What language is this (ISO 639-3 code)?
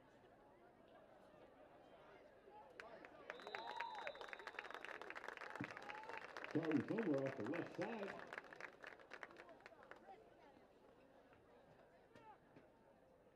eng